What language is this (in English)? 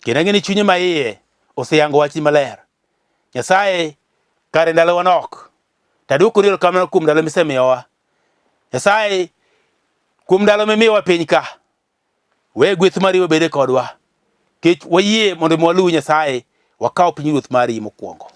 Luo (Kenya and Tanzania)